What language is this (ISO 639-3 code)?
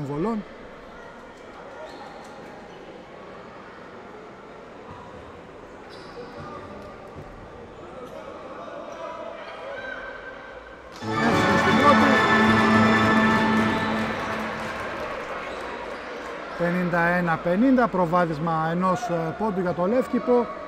ell